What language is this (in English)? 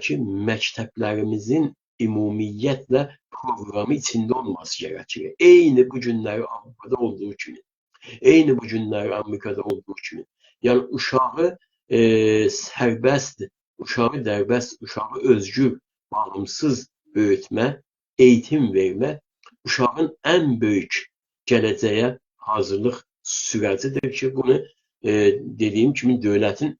South Azerbaijani